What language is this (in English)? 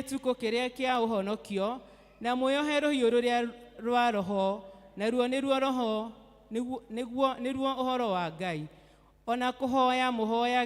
Kikuyu